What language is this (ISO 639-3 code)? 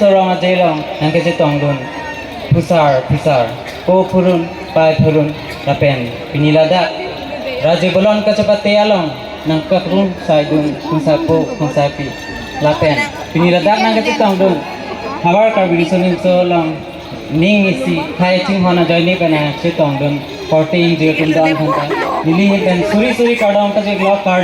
mjw